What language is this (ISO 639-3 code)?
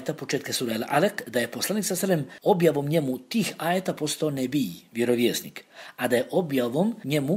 bos